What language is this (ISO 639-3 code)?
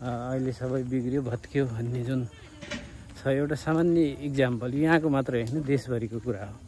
nep